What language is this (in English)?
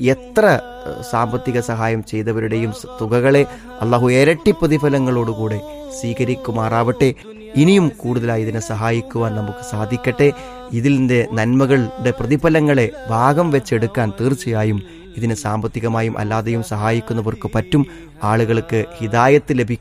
Malayalam